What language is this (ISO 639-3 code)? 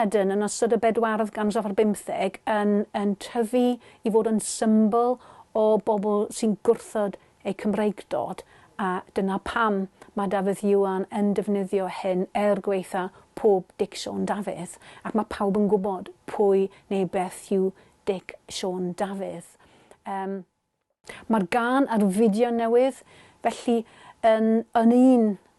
cym